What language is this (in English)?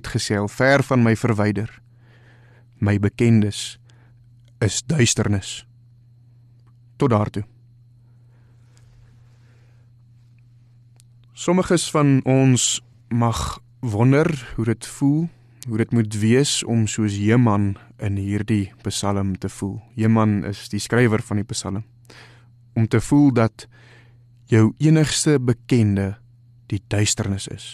Afrikaans